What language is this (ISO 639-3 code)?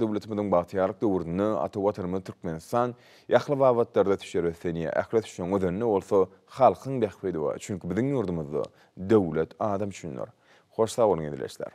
tuk